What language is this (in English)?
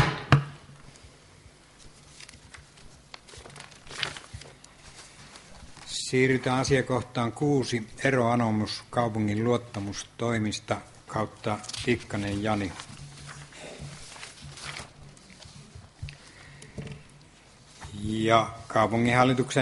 Finnish